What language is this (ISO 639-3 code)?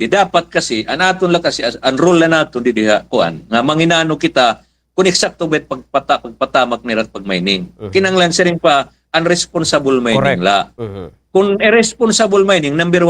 war